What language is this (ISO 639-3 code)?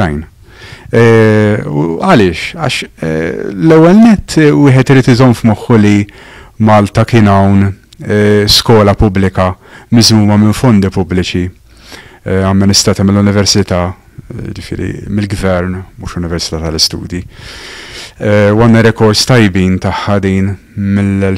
mlt